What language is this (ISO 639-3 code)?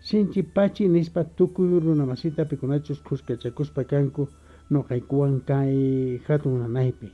que